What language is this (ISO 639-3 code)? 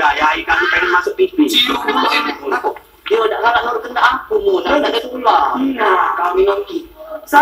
mui